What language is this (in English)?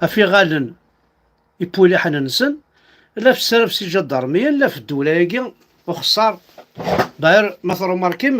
Kabyle